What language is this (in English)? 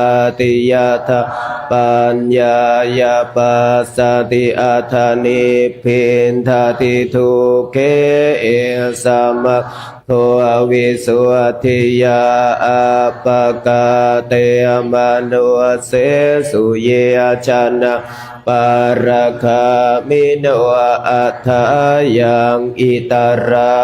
Pali